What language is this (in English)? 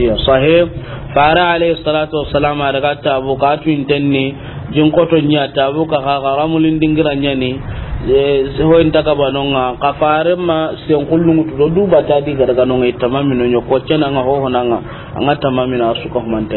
Soninke